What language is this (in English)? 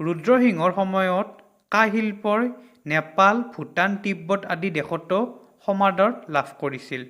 Assamese